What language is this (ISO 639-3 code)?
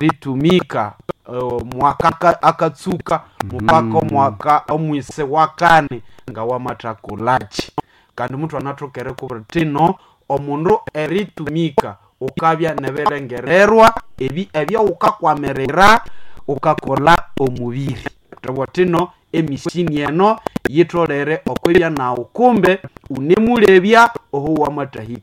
nnb